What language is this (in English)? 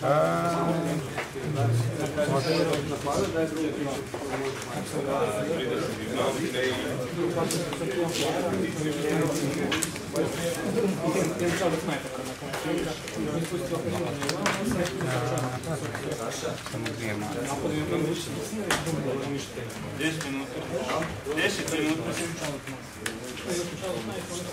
Croatian